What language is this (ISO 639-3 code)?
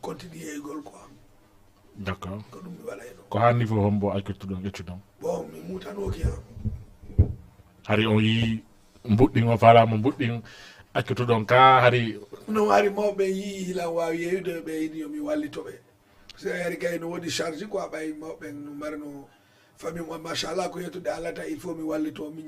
ful